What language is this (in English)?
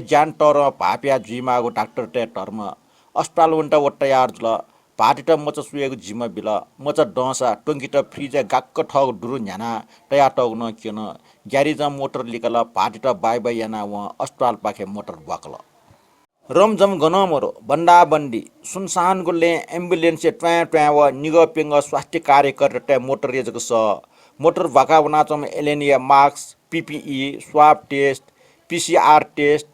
Newari